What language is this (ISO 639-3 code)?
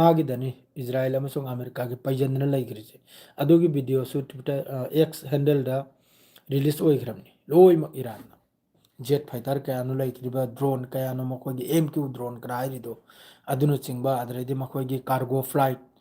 mni